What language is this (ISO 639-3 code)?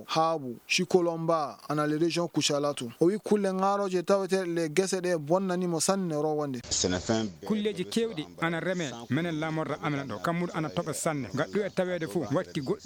ful